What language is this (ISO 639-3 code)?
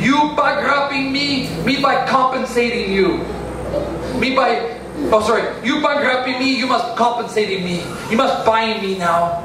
tpi